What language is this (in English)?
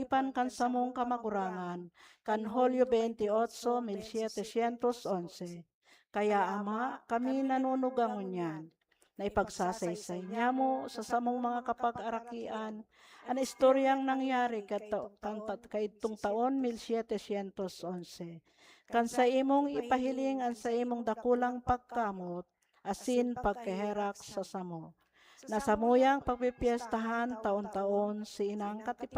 Bikol